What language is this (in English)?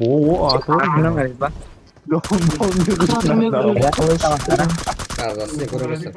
Kara-Kalpak